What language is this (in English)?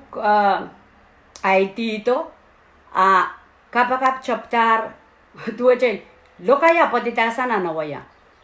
Pohnpeian